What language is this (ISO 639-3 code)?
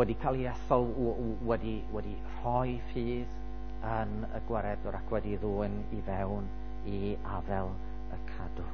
cym